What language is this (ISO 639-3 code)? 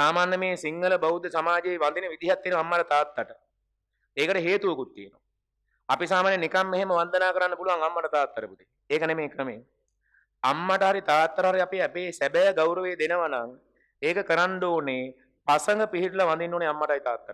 sin